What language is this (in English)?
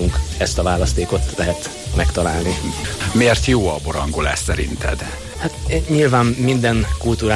Hungarian